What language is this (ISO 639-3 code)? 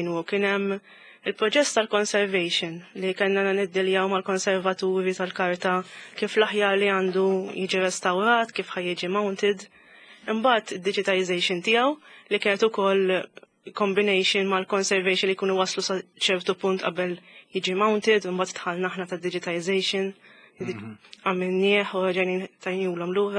mlt